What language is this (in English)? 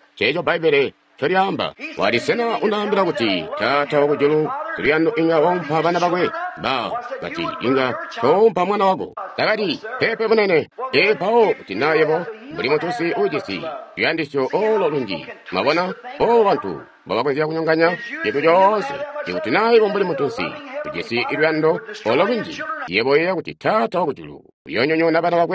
Tonga (Zambia)